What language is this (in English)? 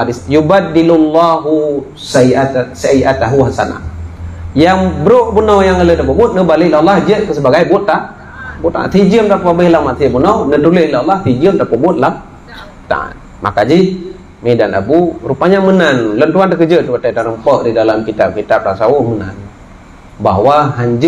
Achinese